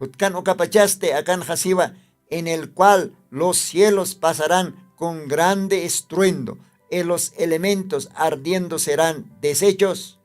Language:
Aymara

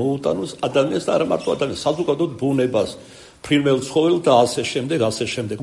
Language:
Georgian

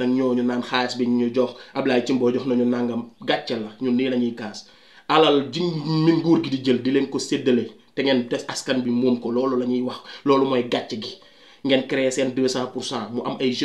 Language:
Wolof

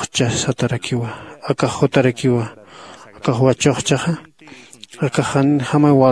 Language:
Aymara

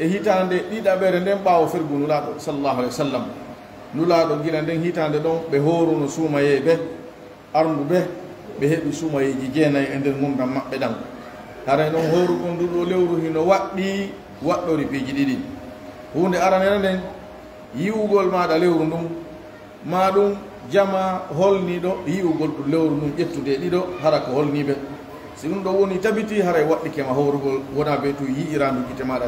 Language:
Fula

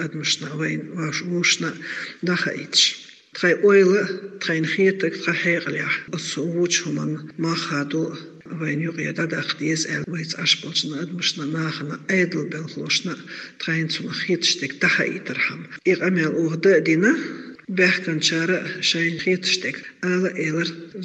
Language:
Chechen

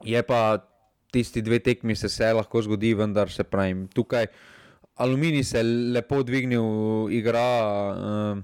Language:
Slovenian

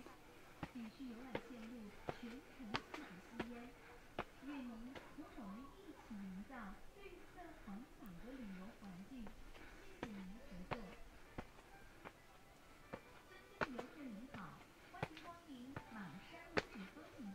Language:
Chinese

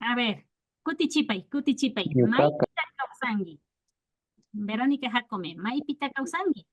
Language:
Imbabura Highland Quichua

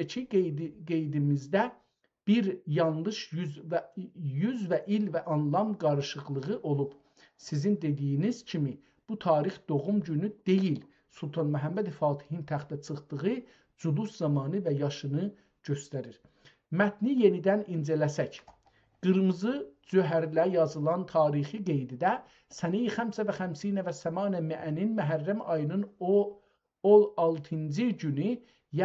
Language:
South Azerbaijani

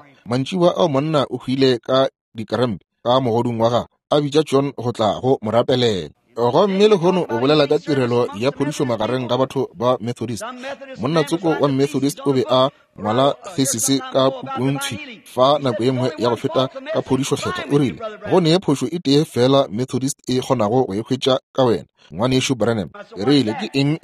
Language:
Northern Sotho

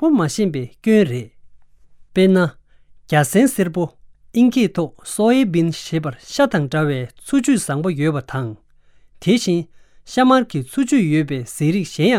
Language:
Tibetan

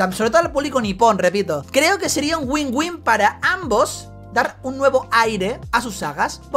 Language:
Spanish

